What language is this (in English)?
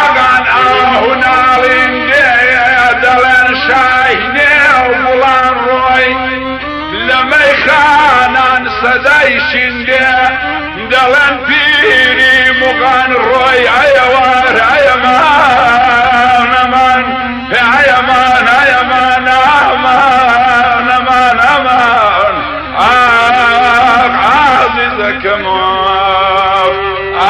Persian